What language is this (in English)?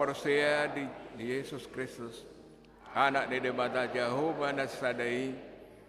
Batak Toba